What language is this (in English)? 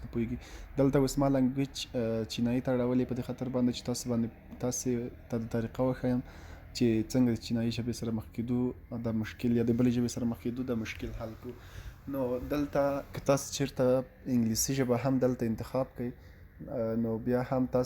Pashto